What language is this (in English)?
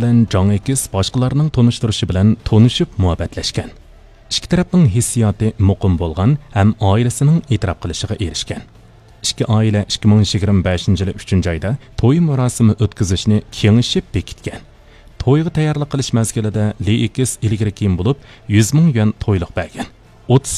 Uyghur